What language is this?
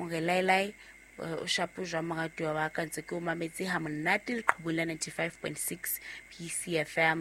Southern Sotho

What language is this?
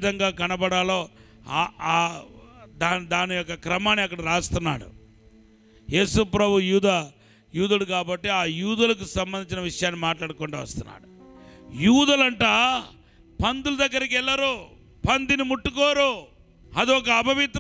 Telugu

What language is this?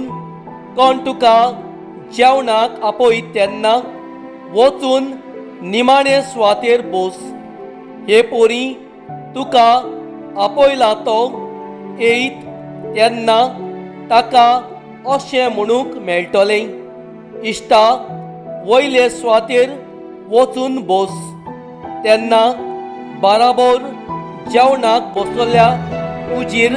Konkani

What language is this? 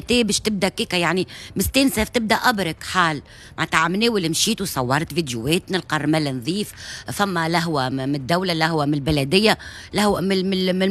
Tunisian Arabic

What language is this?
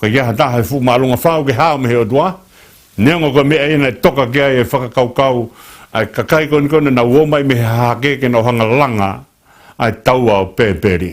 Tongan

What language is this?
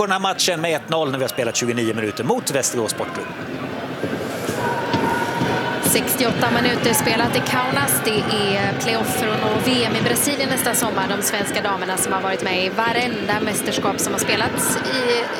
Swedish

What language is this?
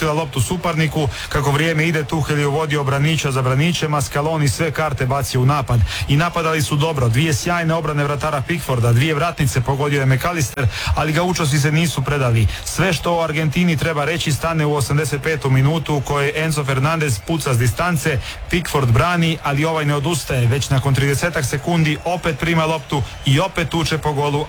Croatian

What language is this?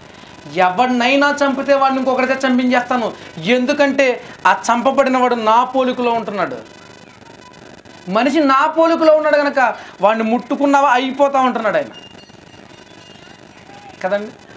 Telugu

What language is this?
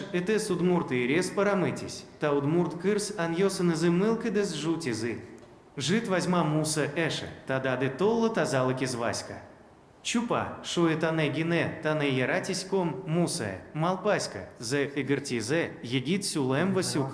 Udmurt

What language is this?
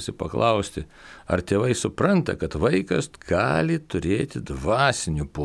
Lithuanian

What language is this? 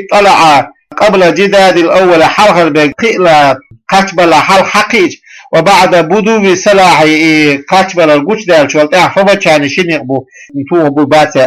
Chechen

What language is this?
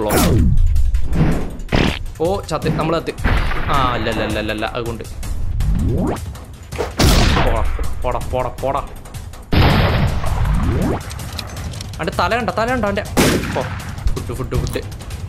Malayalam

